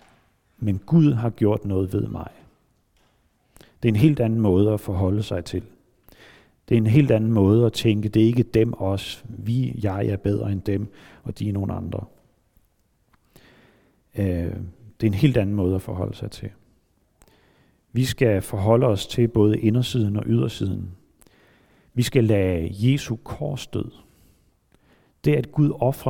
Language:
Danish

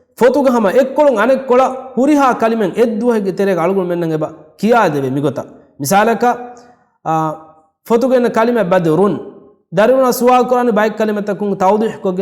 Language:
Divehi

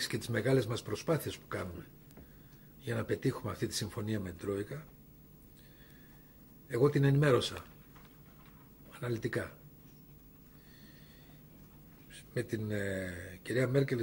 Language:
Greek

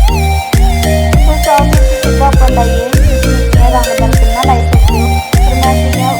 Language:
Dogri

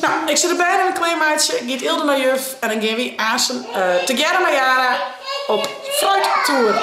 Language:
Western Frisian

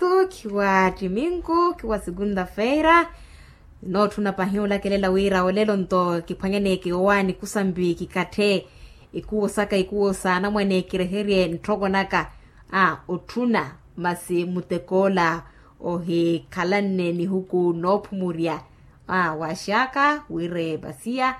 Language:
Makhuwa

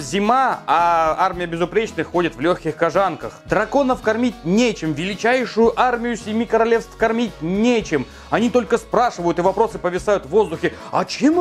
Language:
Russian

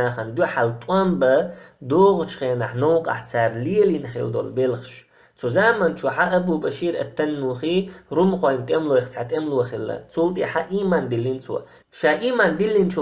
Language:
Chechen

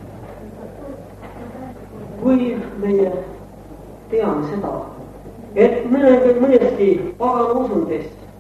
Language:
Estonian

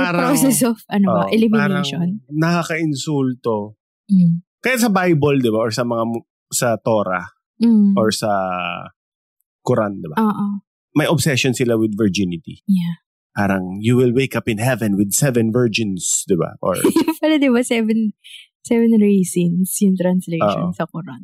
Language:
Filipino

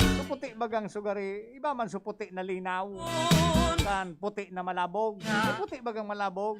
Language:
Bikol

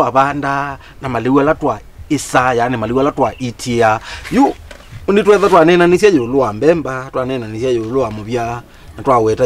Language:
Kamba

